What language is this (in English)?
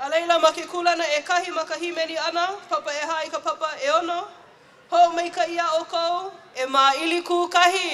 Hawaiian